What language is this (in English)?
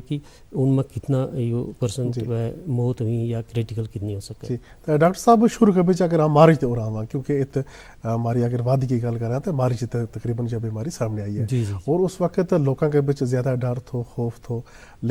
Gujari